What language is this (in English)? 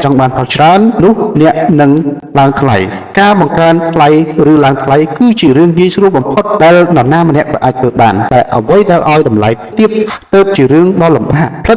Khmer